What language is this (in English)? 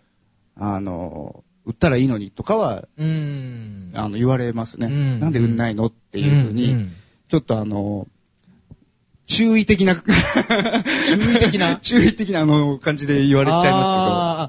Japanese